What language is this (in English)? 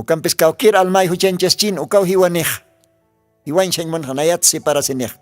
Aymara